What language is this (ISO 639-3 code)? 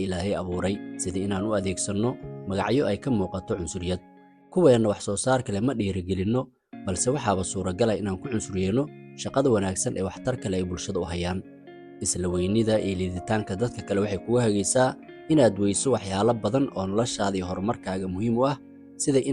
som